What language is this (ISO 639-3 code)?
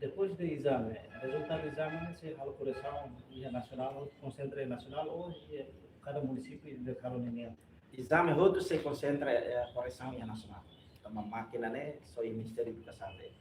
tet